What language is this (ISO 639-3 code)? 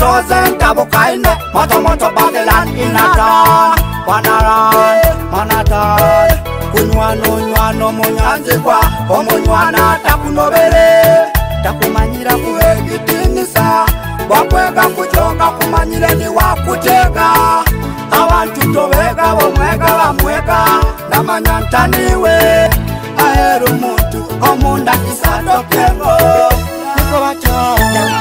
nyo